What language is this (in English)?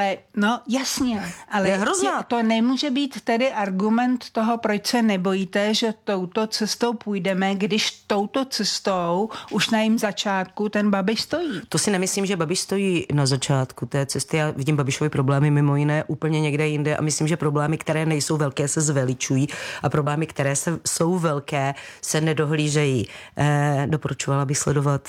Czech